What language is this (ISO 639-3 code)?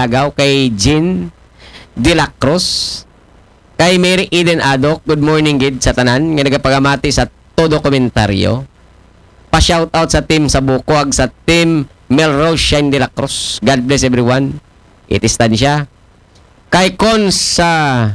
akl